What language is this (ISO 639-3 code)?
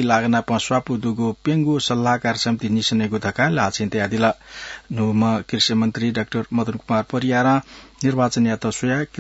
new